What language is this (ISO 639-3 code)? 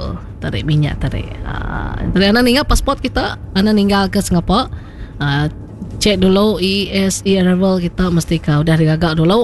iba